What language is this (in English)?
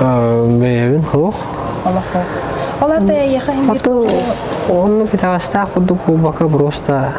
Yakut